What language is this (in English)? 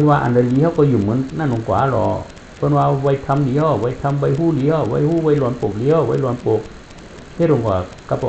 Shan